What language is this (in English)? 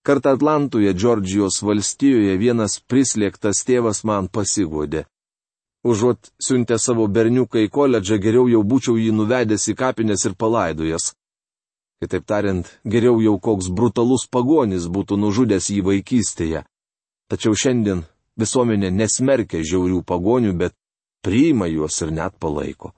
Lithuanian